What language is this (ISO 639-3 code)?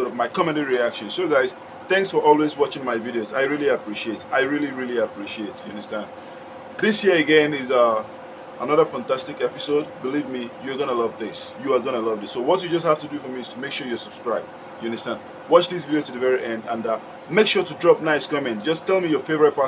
pcm